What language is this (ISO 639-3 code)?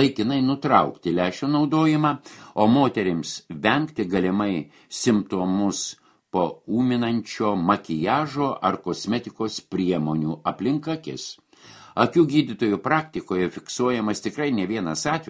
lit